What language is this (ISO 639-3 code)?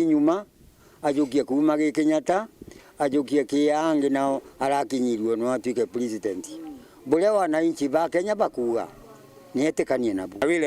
mer